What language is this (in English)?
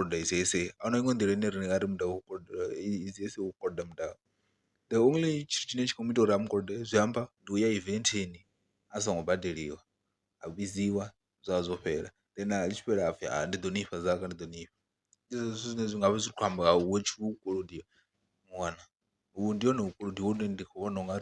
Venda